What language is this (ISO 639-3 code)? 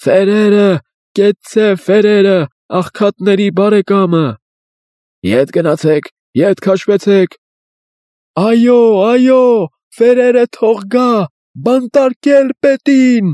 hye